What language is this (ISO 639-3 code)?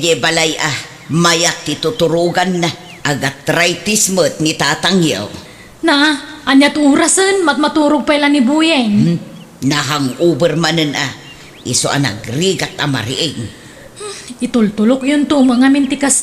ilo